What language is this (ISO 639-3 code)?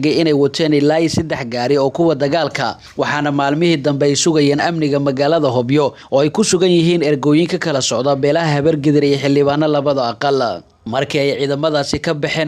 som